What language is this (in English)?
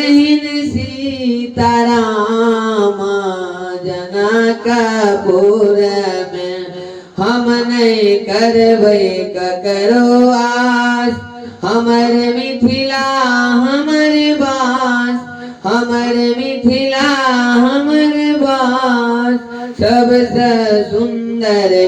Maithili